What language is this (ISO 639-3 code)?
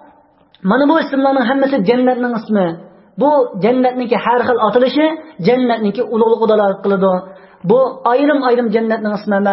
uig